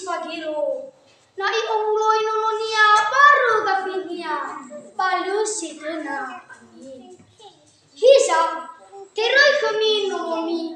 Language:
Nias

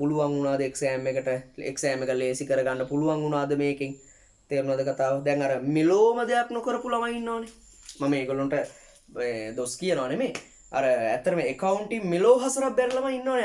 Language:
Sinhala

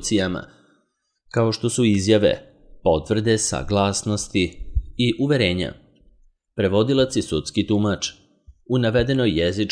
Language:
Serbian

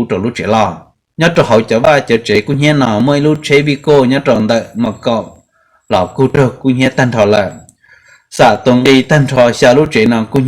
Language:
Hmong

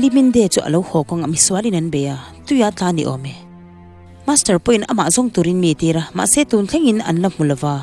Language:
Mizo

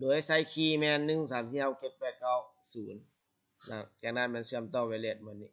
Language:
Lao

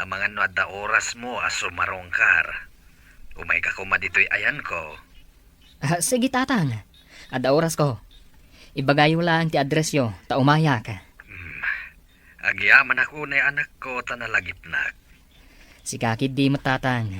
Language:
Iloko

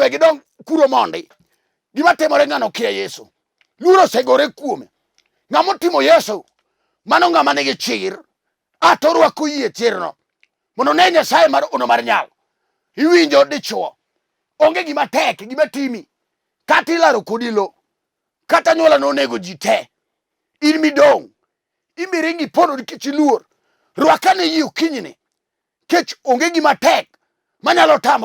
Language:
Luo (Kenya and Tanzania)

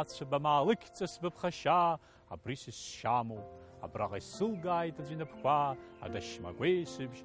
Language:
Abkhazian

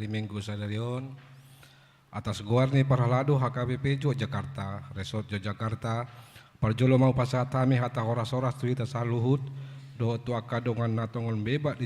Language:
Batak Toba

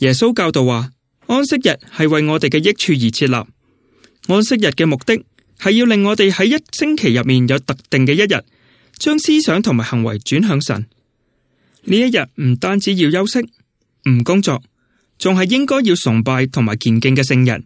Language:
Cantonese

